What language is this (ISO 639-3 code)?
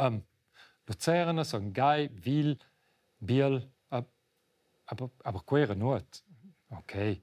roh